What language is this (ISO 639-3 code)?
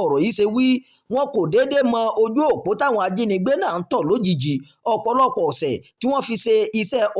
yor